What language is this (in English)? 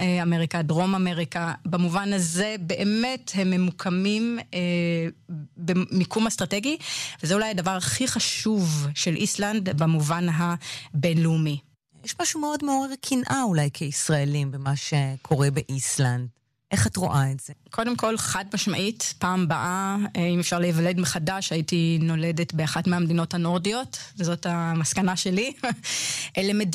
Hebrew